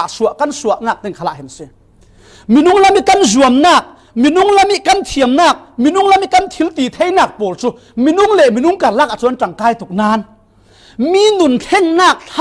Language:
Falam Chin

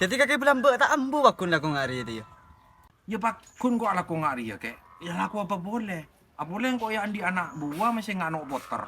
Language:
Madurese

